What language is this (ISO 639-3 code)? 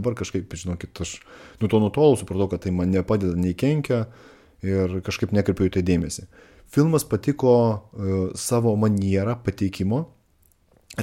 lit